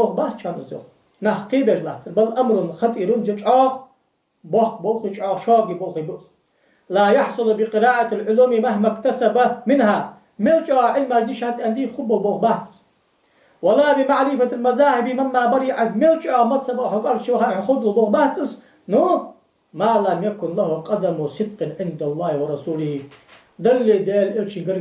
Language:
Ingush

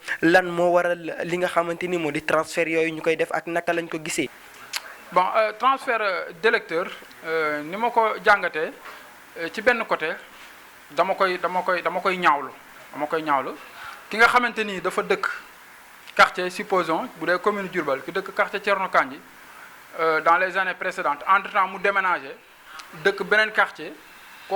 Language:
Wolof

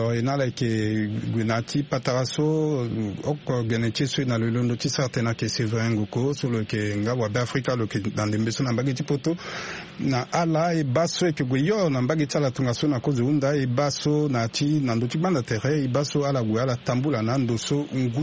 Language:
Sango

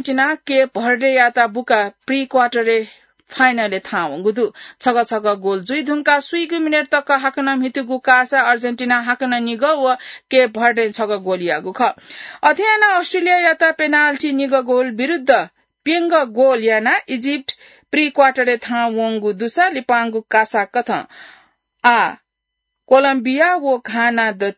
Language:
Newari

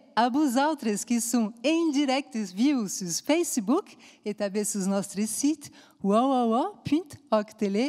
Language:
Occitan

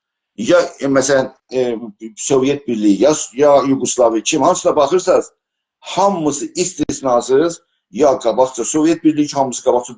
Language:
South Azerbaijani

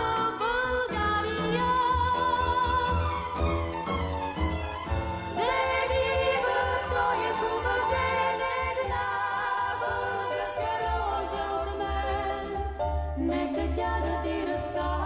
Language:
Bulgarian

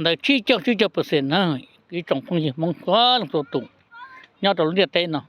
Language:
Hmong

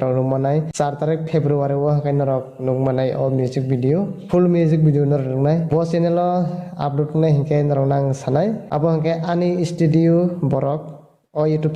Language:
Kok Borok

